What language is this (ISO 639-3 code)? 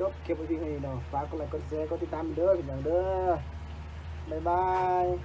lao